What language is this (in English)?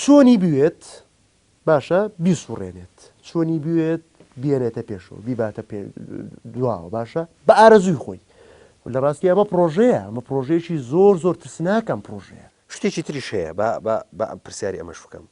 Central Kurdish